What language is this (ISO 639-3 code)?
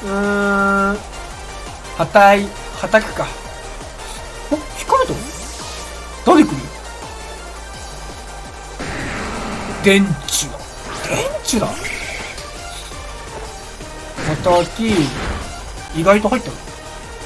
jpn